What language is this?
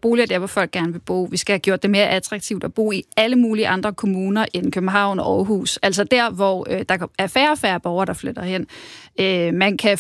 Danish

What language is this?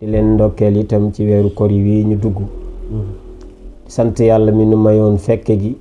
Wolof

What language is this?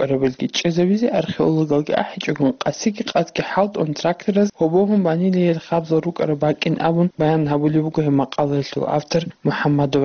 Avaric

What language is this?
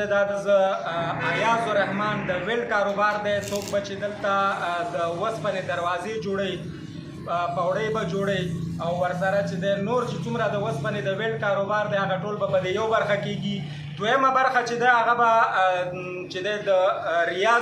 Pashto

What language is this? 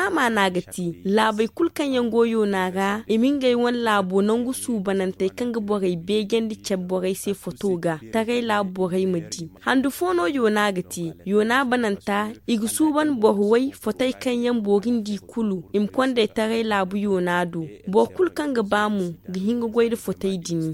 Zarma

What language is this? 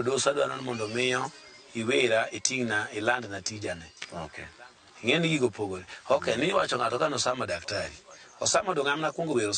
Luo (Kenya and Tanzania)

